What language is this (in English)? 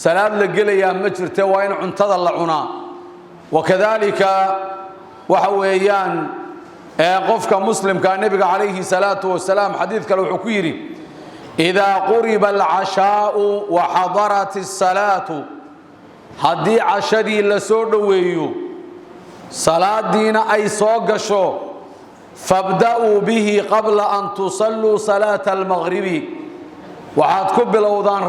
Somali